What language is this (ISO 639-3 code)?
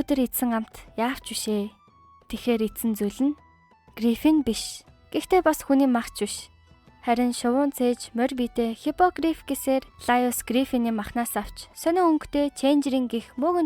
mon